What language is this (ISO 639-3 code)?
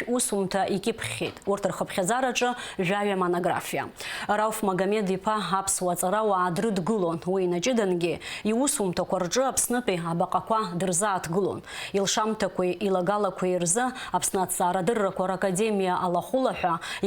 abk